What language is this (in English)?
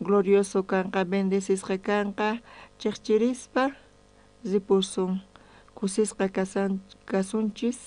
South Bolivian Quechua